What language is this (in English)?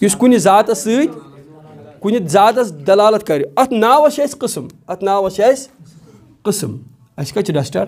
Kashmiri